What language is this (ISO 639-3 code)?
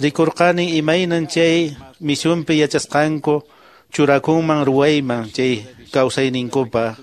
que